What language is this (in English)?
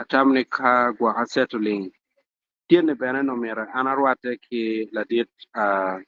Acoli